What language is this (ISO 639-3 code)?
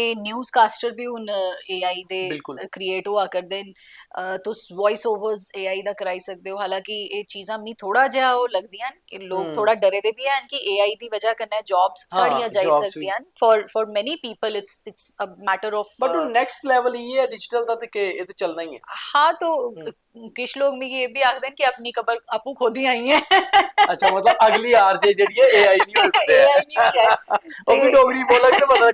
doi